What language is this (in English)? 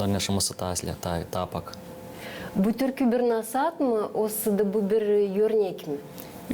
Gagauz